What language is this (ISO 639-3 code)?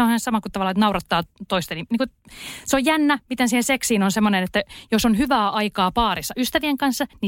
fin